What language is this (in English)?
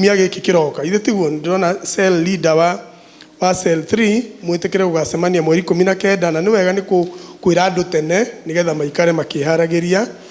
Kikuyu